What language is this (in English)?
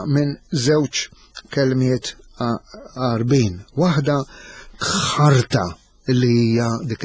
Maltese